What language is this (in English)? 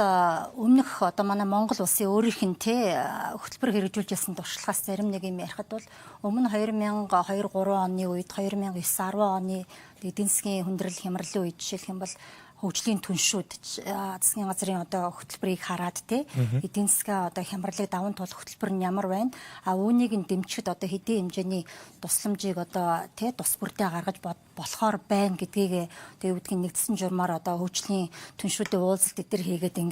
Mongolian